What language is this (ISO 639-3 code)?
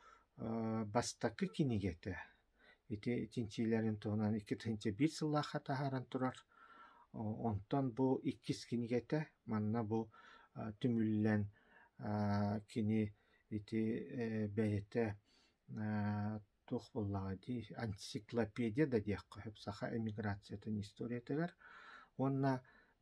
sah